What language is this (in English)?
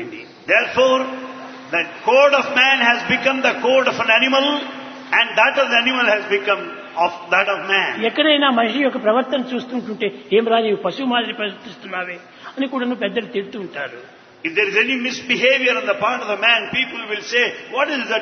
Telugu